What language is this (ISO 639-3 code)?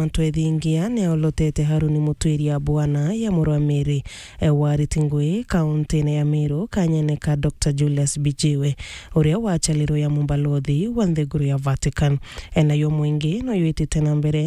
mer